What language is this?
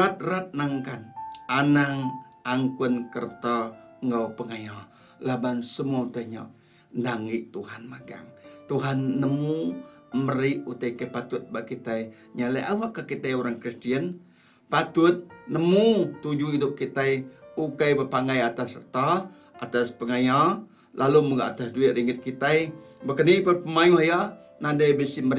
Iban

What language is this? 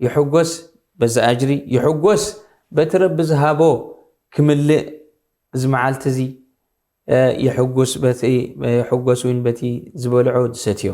Tigrinya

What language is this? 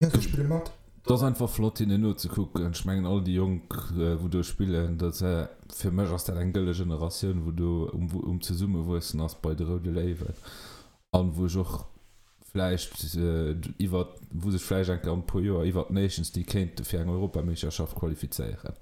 Luxembourgish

